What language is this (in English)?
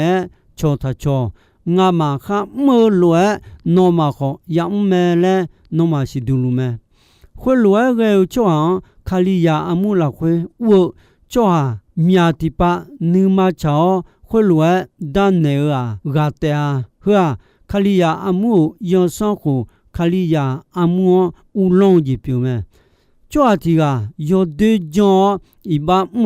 Akha